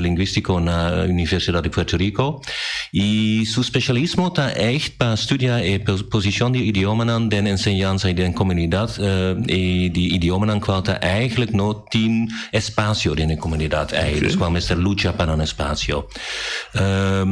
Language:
Papiamento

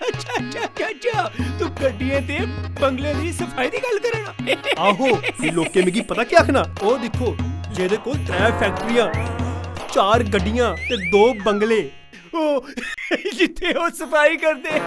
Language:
Dogri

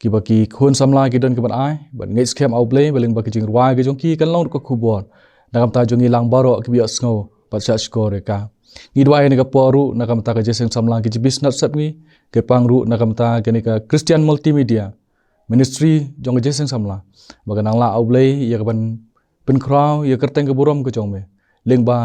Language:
Khasi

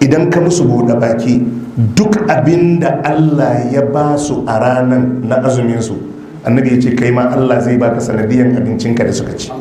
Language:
Hausa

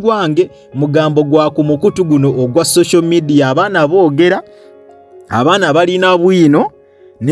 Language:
Ganda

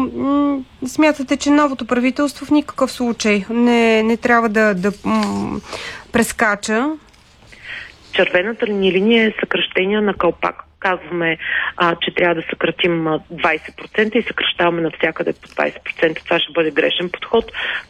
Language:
Bulgarian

